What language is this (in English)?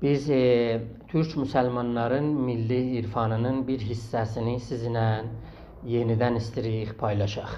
South Azerbaijani